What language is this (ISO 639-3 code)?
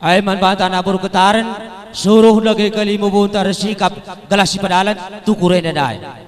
btx